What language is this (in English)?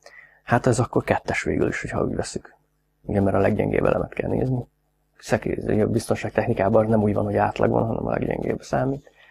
Hungarian